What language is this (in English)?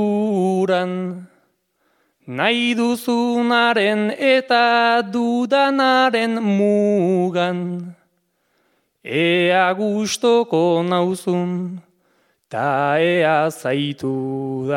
Basque